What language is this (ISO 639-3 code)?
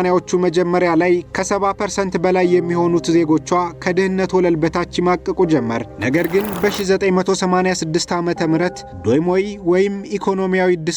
amh